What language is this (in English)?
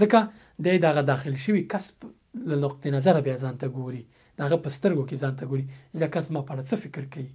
Pashto